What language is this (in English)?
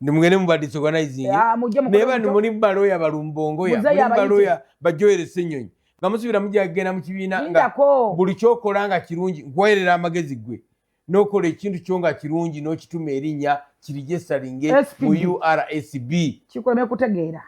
Ganda